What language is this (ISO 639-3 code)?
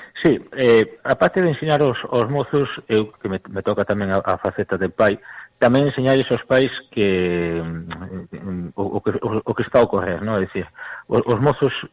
glg